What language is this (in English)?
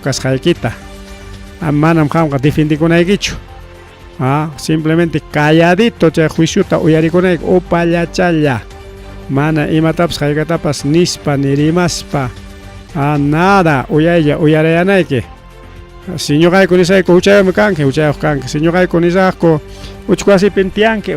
Ayacucho Quechua